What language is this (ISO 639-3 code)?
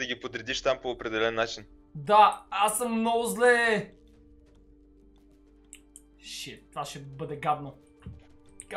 bul